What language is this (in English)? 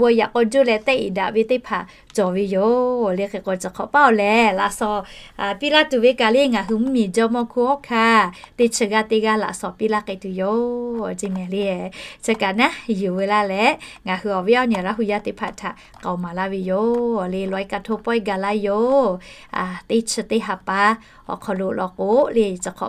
Lahu